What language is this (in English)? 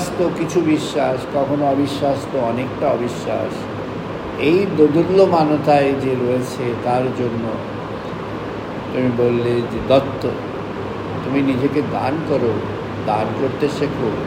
Bangla